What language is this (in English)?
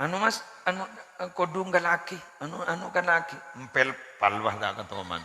Madurese